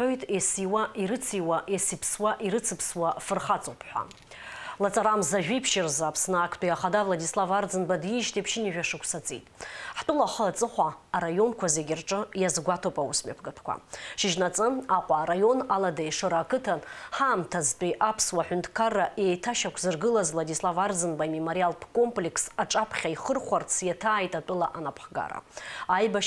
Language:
Abkhazian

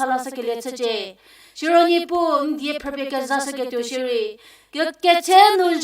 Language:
Angami Naga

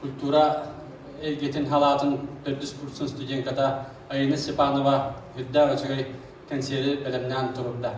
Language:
Yakut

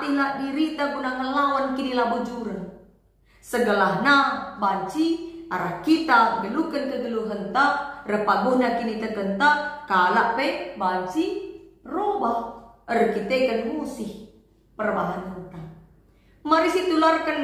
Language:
Batak Karo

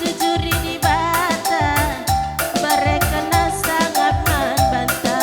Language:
Batak Karo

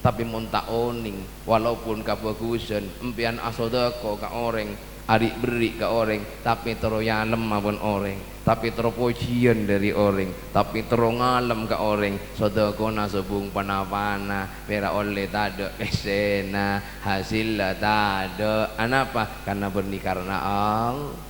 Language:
Madurese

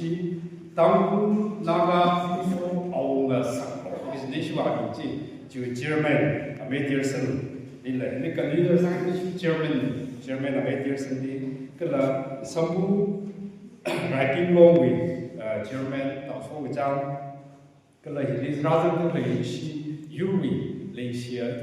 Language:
Tangkhul Naga (India)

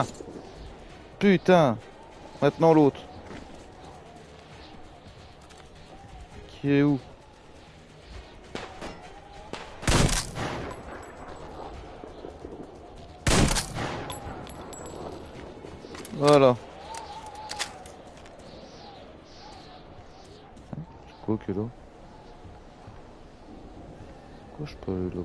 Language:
French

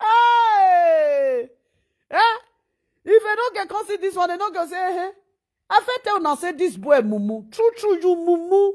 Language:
Nigerian Pidgin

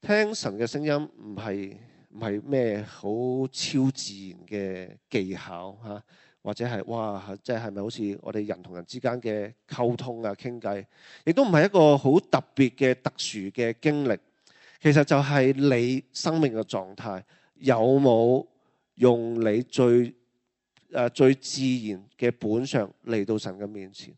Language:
Cantonese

